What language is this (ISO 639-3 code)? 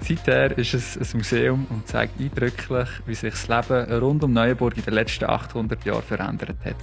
gsw